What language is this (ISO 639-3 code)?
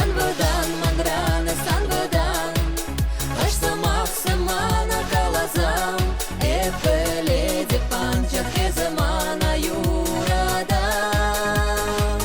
chv